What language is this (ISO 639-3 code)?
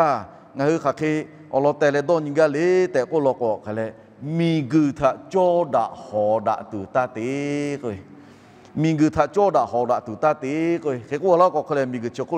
lhu